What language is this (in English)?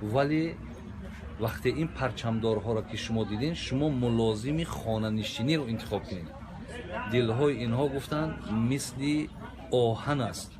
Tajik